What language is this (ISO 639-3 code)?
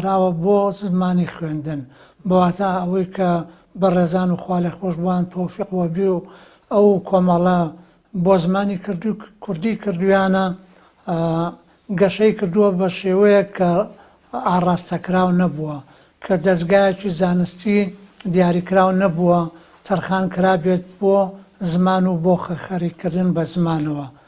ckb